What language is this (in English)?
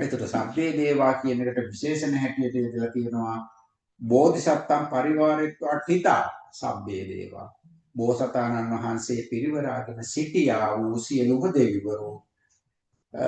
Sinhala